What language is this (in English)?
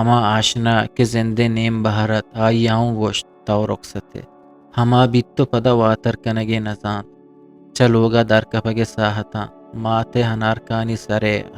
Eastern Balochi